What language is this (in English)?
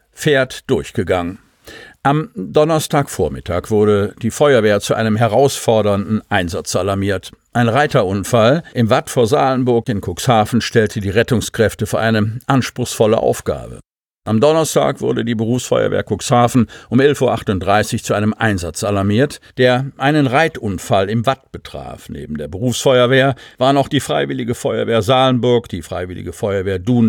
German